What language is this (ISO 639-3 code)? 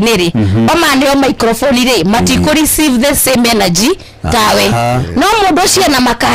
kik